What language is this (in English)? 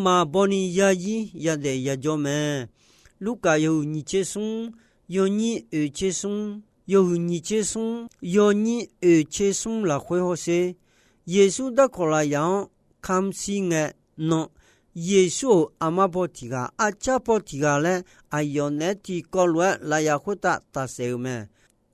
Akha